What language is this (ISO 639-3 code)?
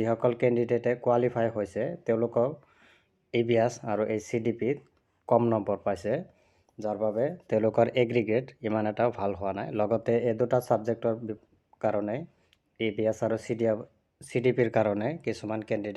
asm